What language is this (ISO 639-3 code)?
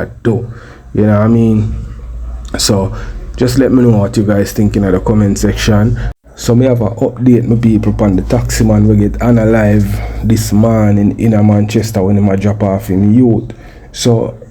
jam